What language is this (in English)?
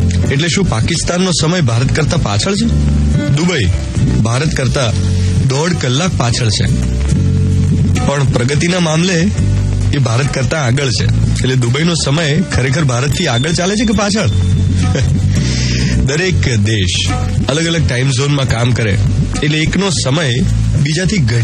Gujarati